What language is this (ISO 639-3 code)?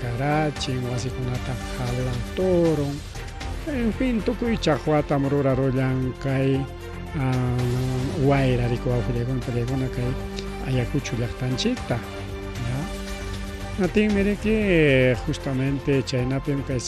quy